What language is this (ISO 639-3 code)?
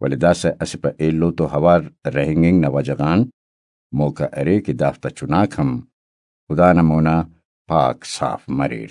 brh